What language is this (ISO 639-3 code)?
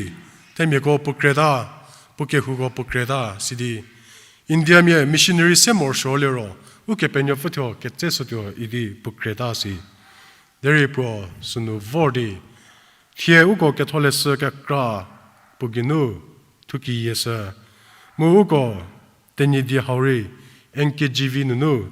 njm